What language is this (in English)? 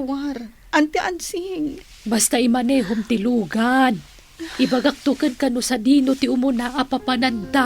Iloko